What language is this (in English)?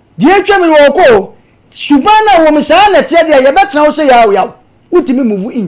Akan